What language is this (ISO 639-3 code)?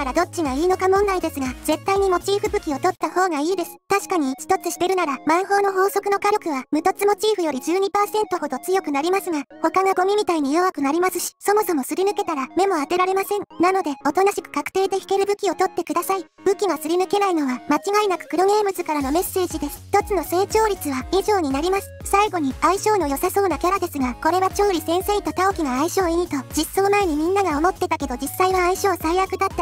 jpn